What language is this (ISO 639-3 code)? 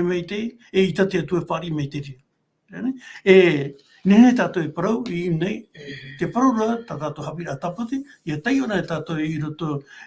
tah